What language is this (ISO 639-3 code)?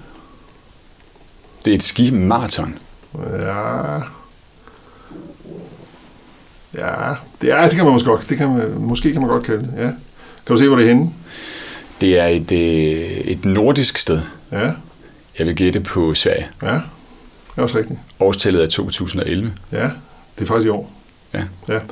dan